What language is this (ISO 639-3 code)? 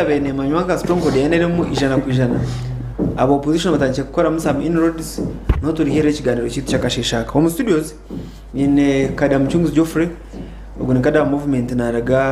nyn